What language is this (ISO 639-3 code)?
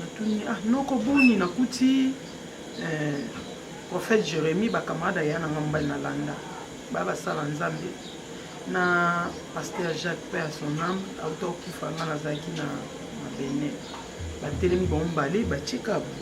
lin